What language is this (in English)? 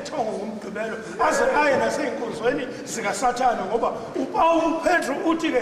Zulu